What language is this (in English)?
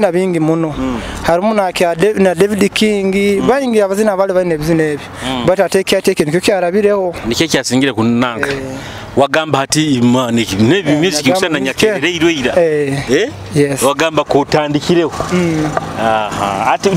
Nyoro